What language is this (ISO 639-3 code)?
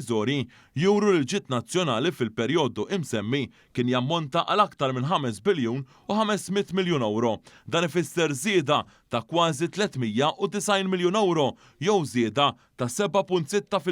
mlt